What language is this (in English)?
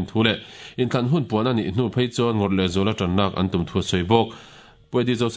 Mizo